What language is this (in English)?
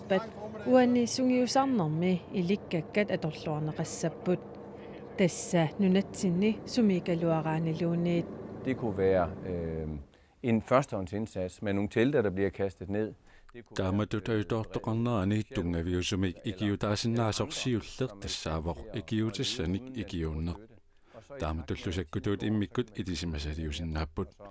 Kalaallisut